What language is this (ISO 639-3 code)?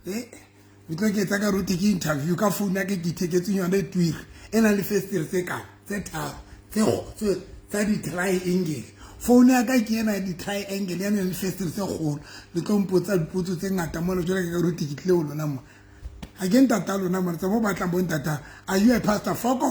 sot